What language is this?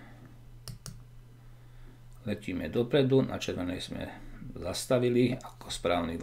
Slovak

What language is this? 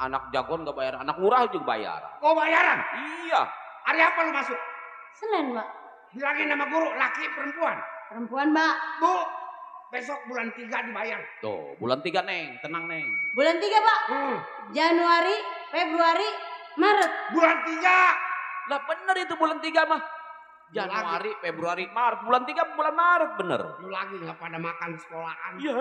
Betawi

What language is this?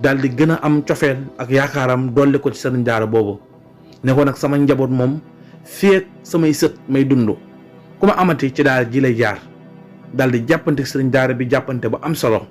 Wolof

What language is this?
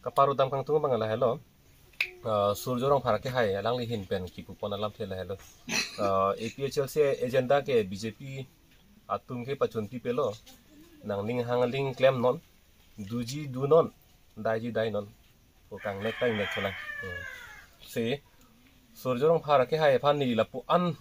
Karbi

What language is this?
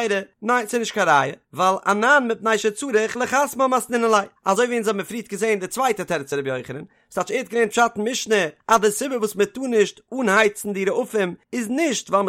Yiddish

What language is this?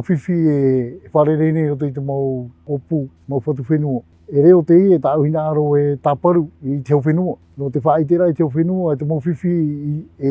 Tahitian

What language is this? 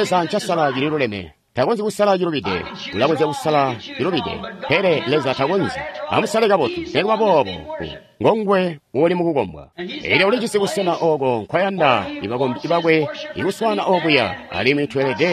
Tonga (Zambia)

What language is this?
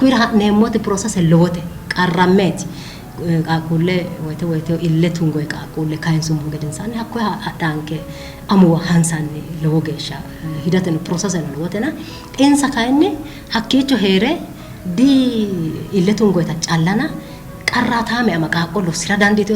Sidamo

